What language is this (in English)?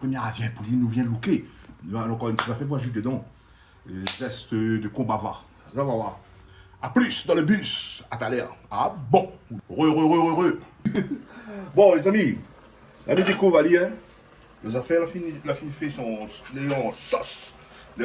Réunion Creole French